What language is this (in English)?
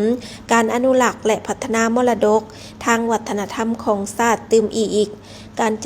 Lao